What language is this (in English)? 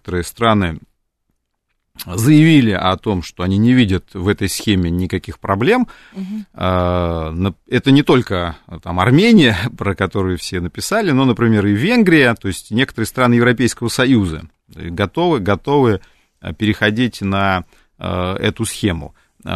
Russian